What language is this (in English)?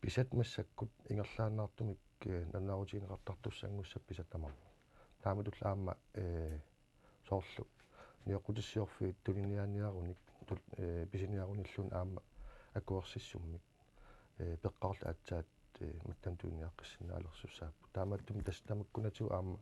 Kalaallisut